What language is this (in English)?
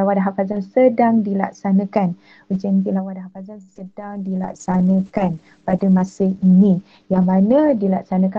Malay